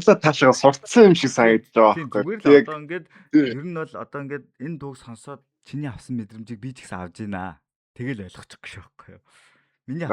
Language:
Mongolian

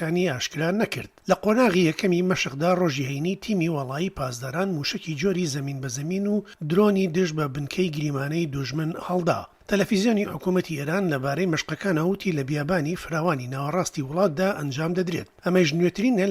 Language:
Central Kurdish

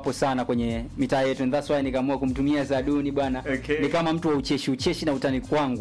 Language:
Swahili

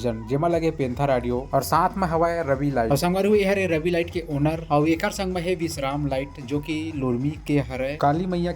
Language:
Chhattisgarhi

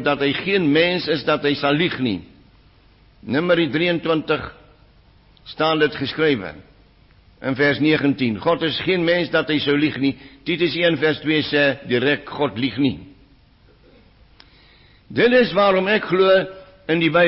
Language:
Afrikaans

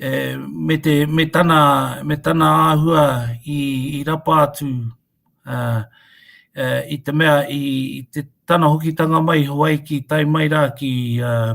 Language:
Māori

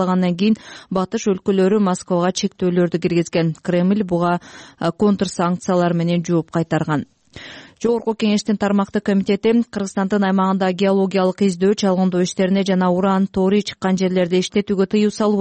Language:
Kyrgyz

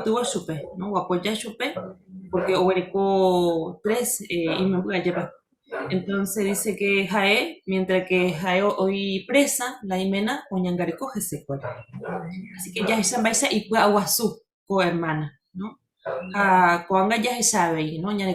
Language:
Guarani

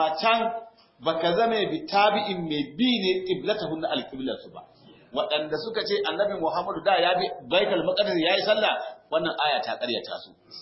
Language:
Hausa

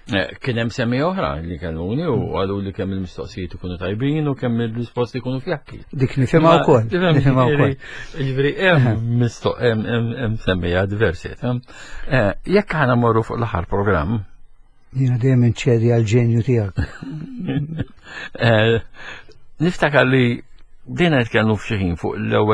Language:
Maltese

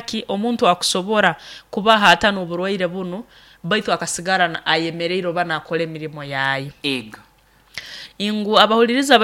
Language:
Nyoro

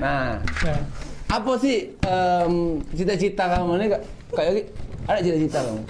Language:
Musi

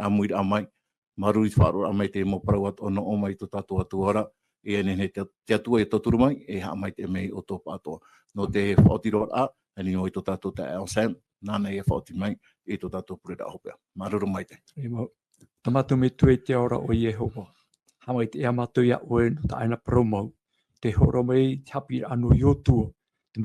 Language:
Tahitian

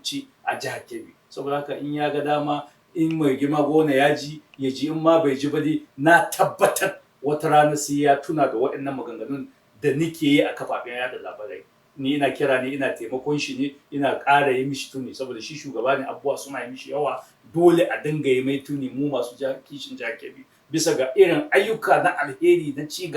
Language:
Hausa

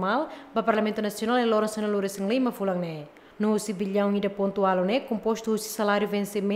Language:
Tetum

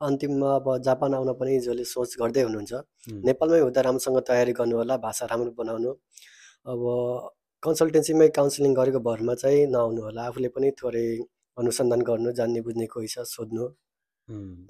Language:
Nepali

